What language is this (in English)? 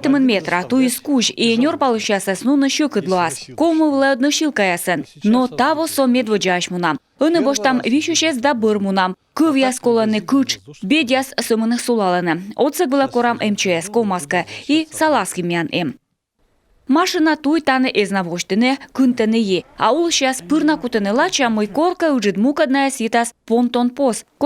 Komi